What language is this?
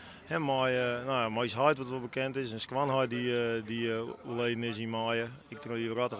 Western Frisian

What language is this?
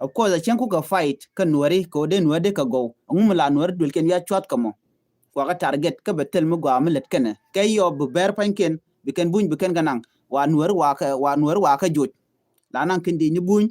Nuer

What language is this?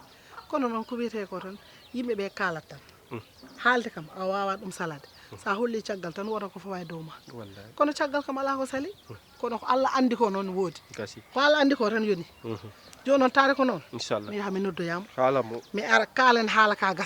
Fula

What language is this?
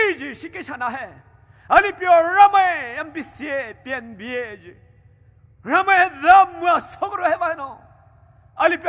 Poumei Naga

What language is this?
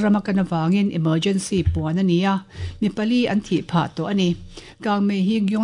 Mizo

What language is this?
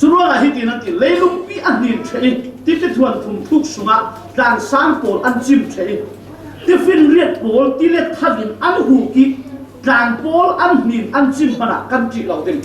Falam Chin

